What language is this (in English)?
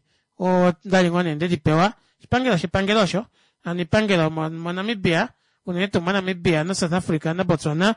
Kuanyama